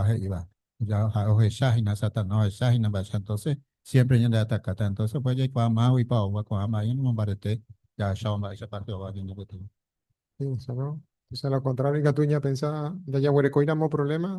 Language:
Guarani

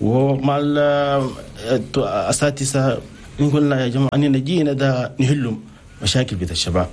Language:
Chadian Arabic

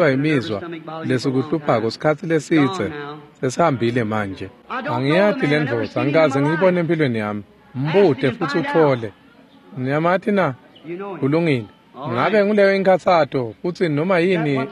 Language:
Swati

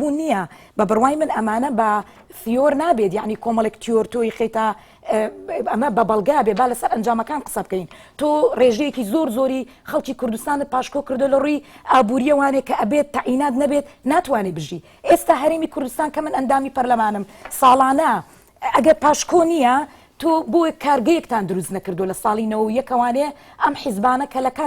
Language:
Central Kurdish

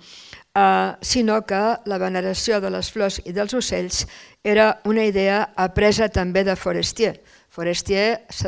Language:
Catalan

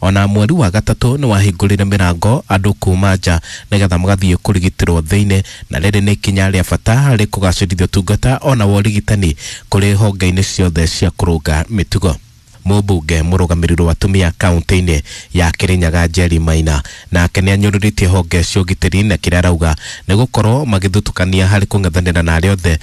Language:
Kikuyu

